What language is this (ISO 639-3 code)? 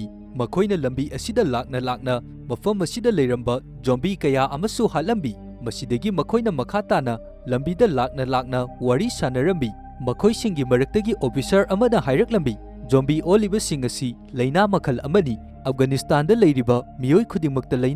mni